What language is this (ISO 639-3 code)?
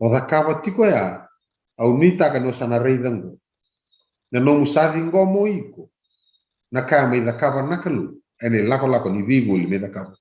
fij